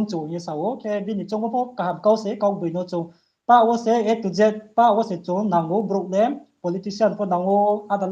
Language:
Riang (India)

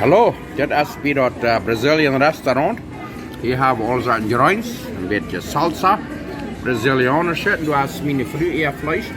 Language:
Plautdietsch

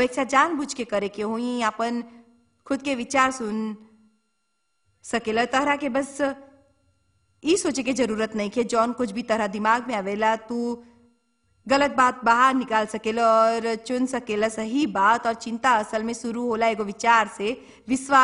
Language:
Bhojpuri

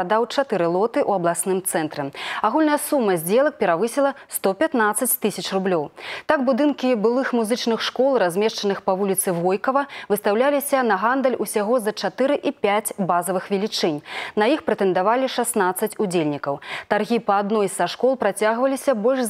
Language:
Belarusian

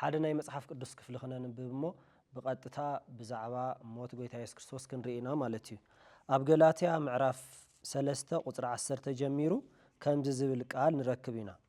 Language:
Tigrinya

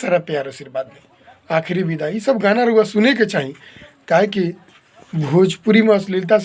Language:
Bhojpuri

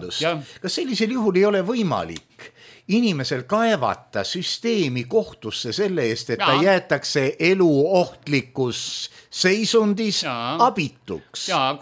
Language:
Estonian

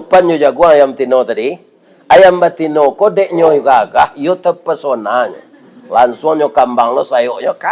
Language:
Minangkabau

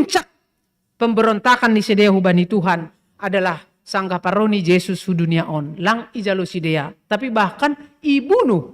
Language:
Batak Simalungun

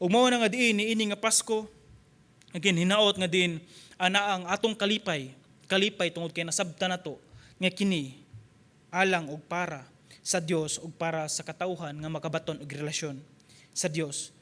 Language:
Cebuano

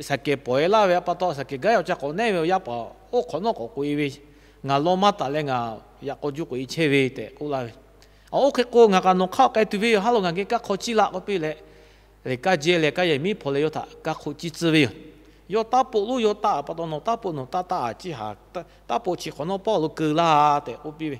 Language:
Lahu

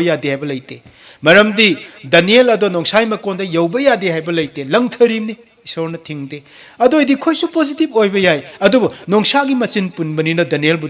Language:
Manipuri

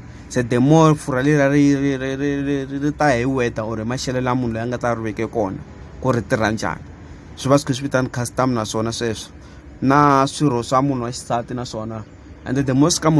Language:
Tsonga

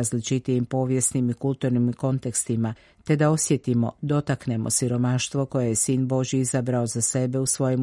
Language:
Croatian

